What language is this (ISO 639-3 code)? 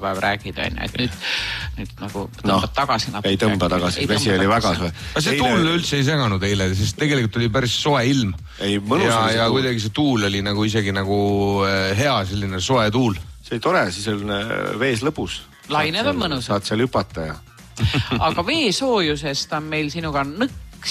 est